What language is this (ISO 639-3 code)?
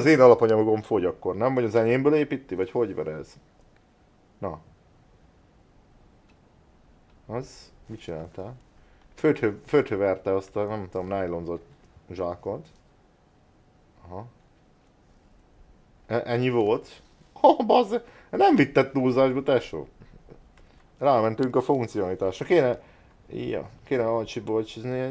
hun